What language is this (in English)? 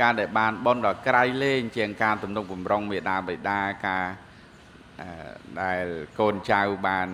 Khmer